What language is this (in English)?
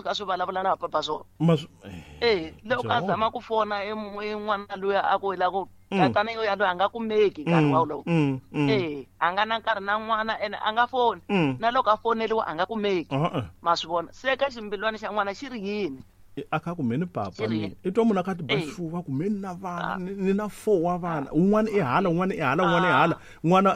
Tsonga